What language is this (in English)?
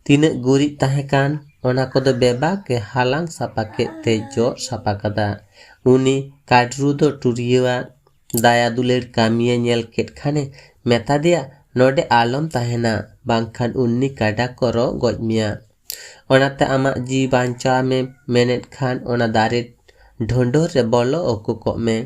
Santali